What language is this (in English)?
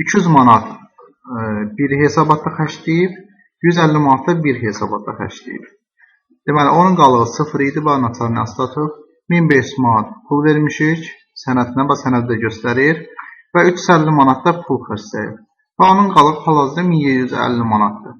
Azerbaijani